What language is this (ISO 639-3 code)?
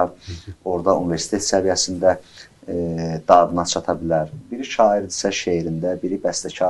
aze